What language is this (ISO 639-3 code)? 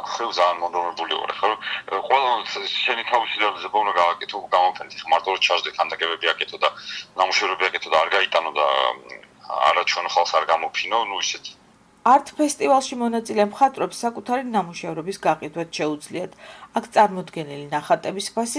kat